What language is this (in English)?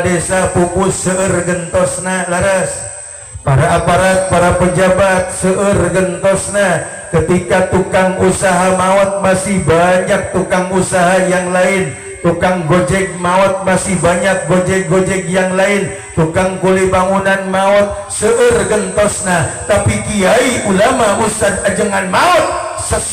Sundanese